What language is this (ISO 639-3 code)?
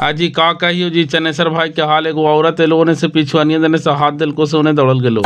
mag